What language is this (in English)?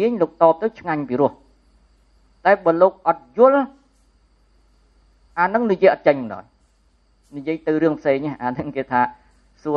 Khmer